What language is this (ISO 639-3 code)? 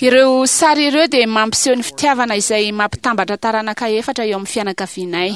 mlg